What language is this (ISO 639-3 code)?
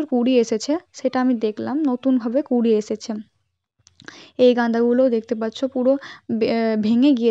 ben